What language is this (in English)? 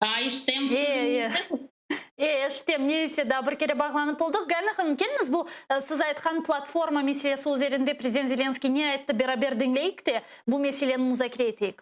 Crimean Tatar